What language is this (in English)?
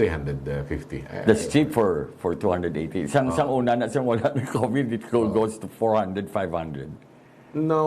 Hiligaynon